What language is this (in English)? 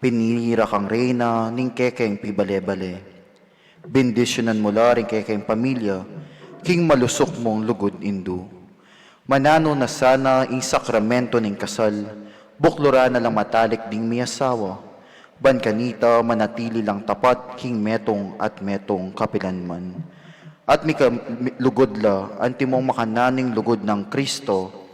Pampanga